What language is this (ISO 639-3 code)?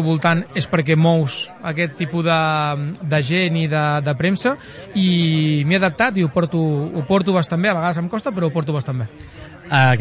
cat